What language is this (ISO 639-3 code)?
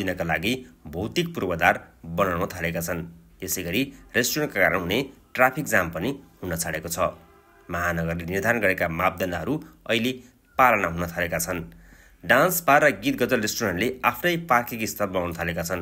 nep